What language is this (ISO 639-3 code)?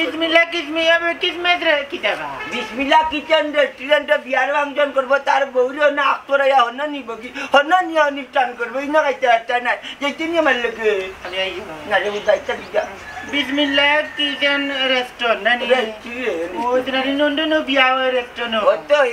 syl